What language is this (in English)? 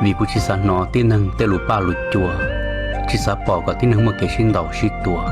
Hmong